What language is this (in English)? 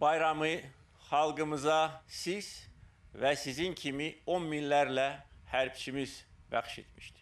Azerbaijani